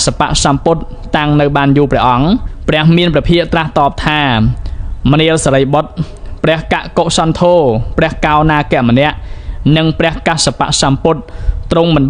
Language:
Khmer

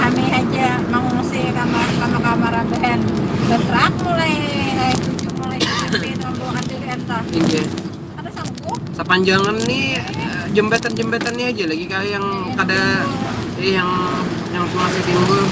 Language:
Banjar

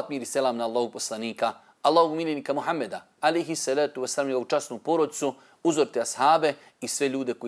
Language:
Bosnian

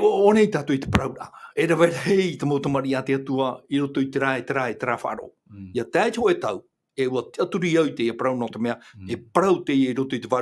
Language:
Tahitian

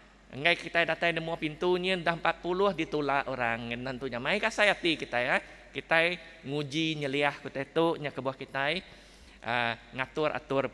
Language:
Iban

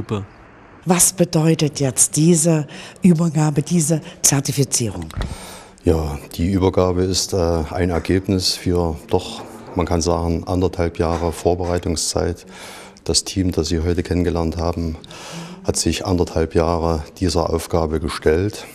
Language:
German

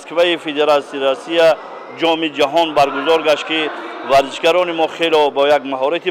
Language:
Tajik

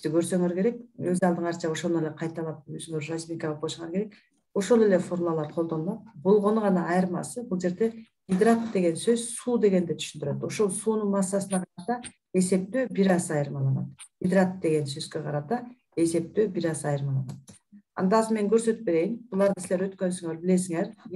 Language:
Kyrgyz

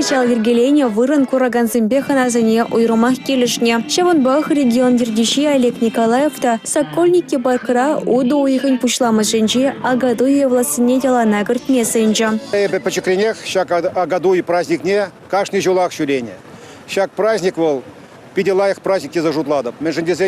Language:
Chuvash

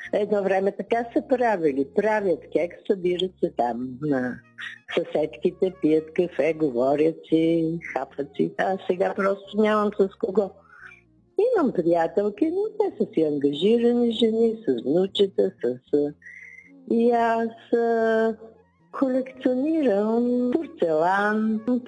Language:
Bulgarian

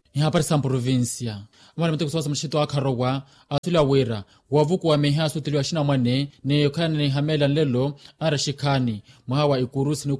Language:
Makhuwa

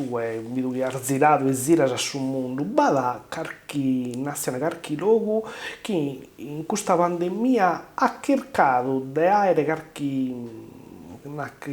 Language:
Sardinian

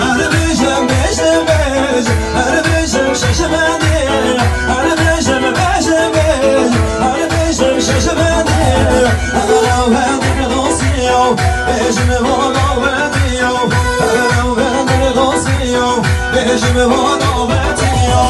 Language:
Kurdish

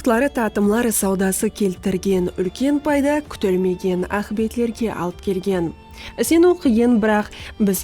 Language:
Kara-Kalpak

